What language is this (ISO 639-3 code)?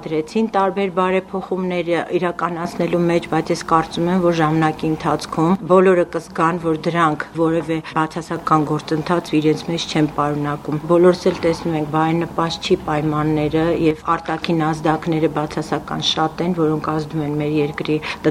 hye